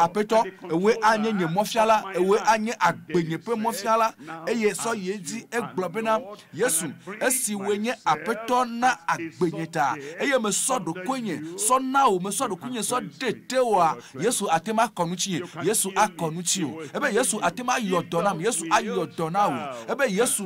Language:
Ewe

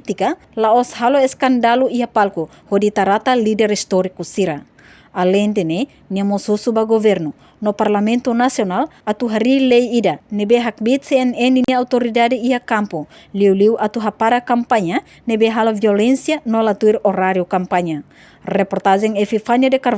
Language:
Tetum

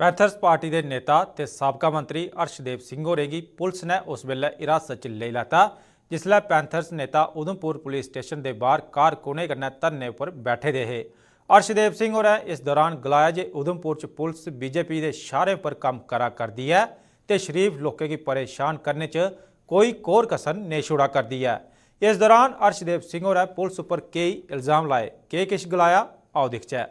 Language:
Dogri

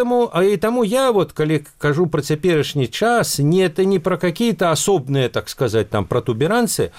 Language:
Belarusian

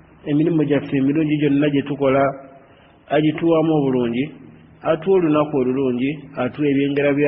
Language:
Ganda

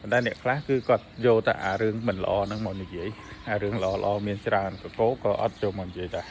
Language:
Khmer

